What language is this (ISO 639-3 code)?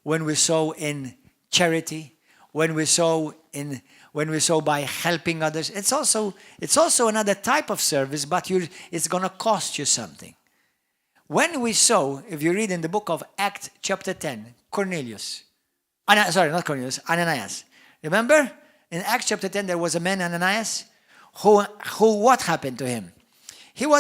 eng